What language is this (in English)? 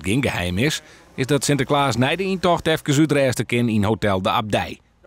Western Frisian